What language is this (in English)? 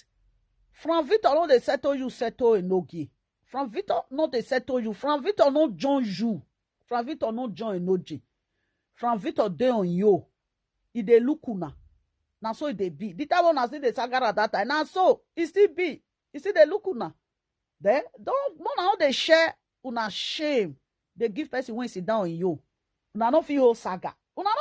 Nigerian Pidgin